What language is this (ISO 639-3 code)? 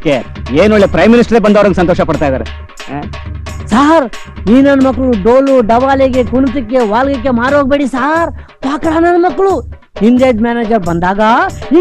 kan